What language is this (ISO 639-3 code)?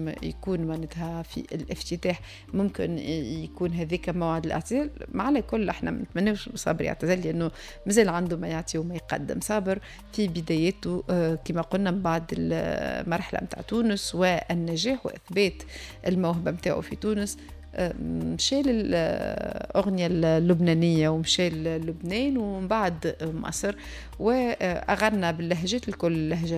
aeb